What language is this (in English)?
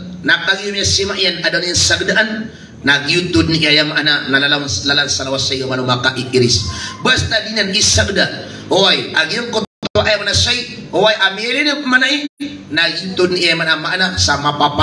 Maranao